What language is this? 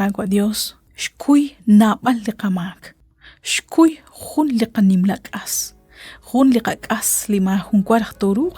Kekchí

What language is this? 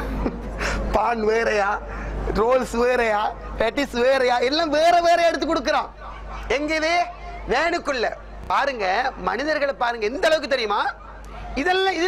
Tamil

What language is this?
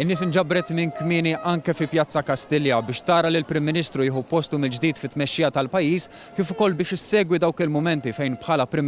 Maltese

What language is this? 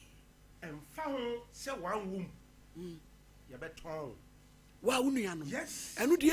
Akan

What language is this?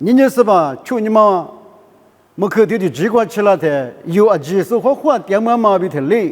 Lisu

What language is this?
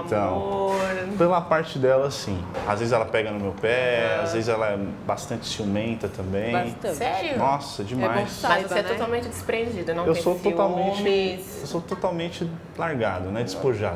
Portuguese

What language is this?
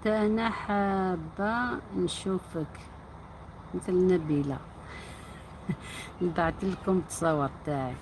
Algerian Arabic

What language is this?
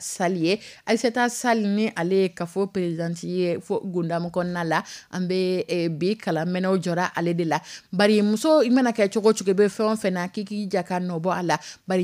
Dyula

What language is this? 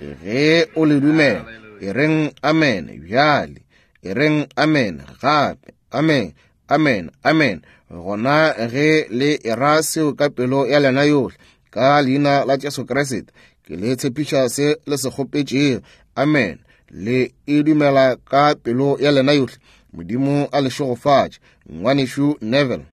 Northern Sotho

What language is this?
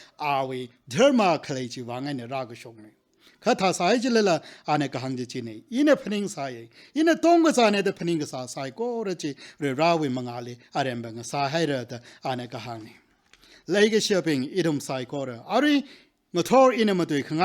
Tangkhul Naga (India)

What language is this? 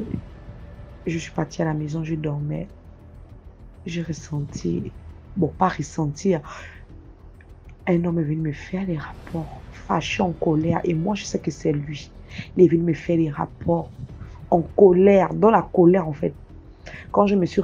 French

